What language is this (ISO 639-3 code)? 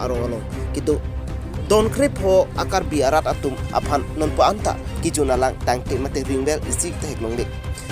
mjw